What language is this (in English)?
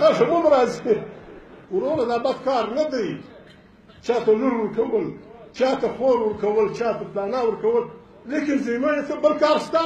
Pashto